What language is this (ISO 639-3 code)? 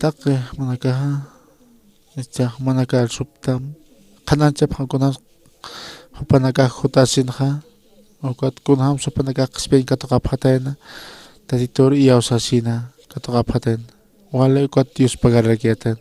aym